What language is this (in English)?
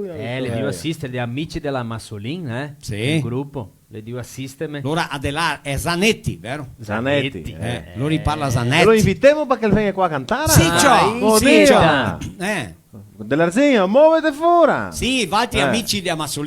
Venetian